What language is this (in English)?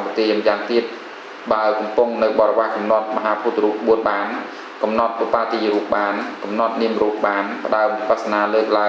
Khmer